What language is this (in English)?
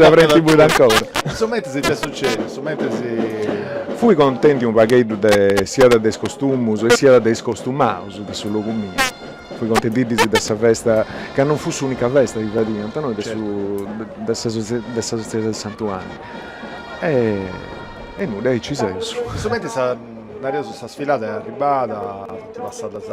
Sardinian